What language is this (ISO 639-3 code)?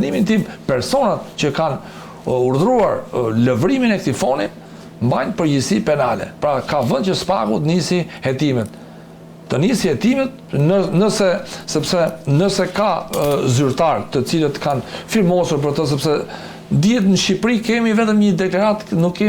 sqi